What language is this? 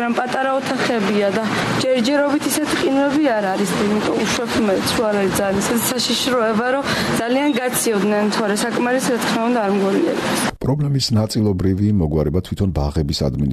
Georgian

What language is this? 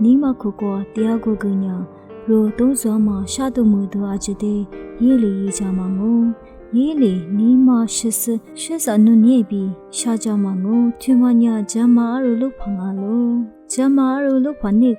Lisu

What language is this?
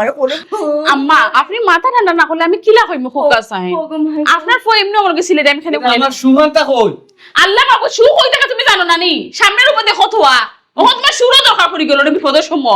Sylheti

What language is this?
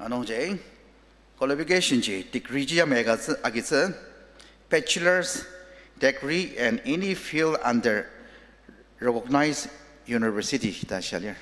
Ao Naga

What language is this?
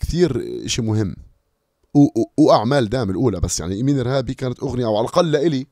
North Levantine Arabic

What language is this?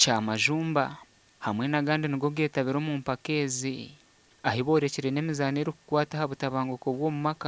Nyankole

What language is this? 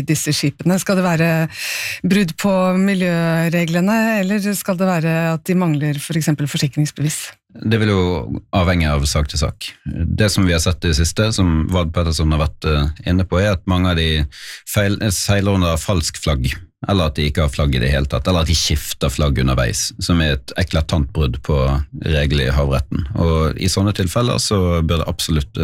Norwegian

